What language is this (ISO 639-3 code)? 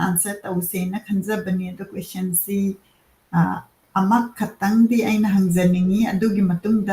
mni